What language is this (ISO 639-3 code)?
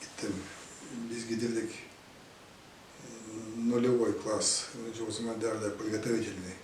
gag